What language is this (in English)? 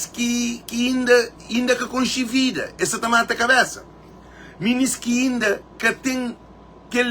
Kabuverdianu